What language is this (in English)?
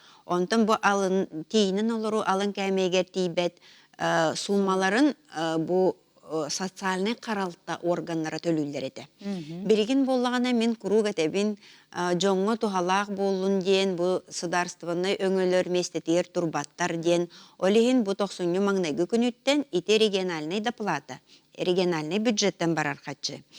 Yakut